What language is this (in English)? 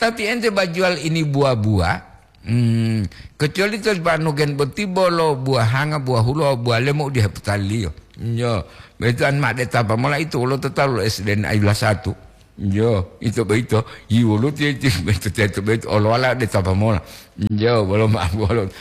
Gorontalo